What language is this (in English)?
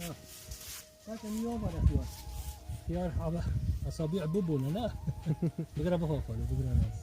Kurdish